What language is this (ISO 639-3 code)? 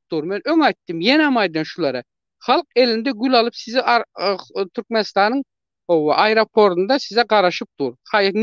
tuk